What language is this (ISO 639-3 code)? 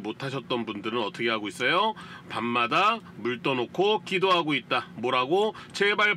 kor